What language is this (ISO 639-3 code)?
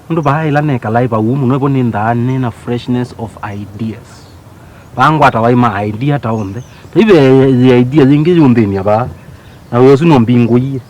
kam